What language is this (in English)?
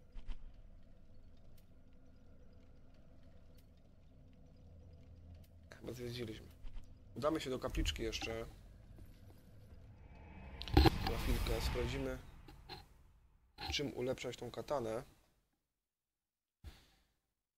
Polish